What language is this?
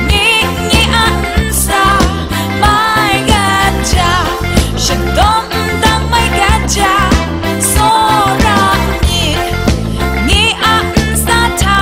Kachin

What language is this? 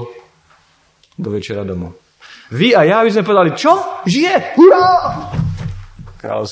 Slovak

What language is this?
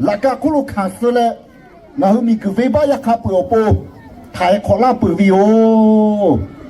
Lahu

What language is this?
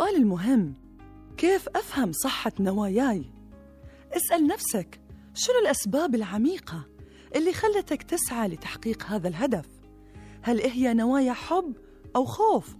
Gulf Arabic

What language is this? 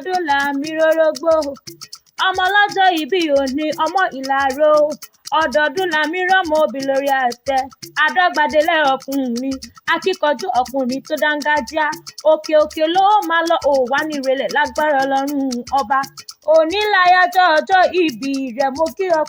Yoruba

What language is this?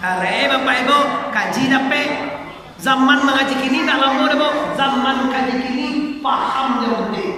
Minangkabau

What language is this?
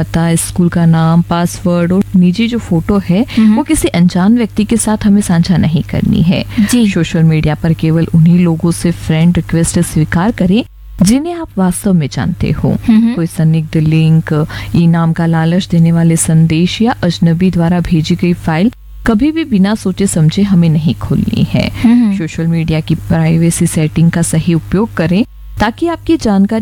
Hindi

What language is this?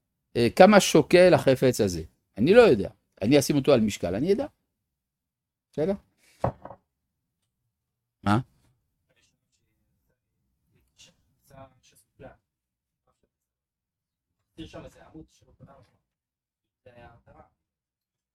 Hebrew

